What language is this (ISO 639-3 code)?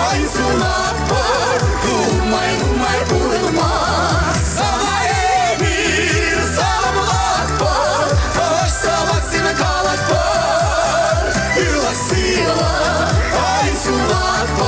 chv